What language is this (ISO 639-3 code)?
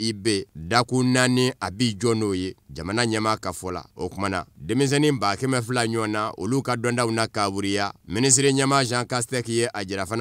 bam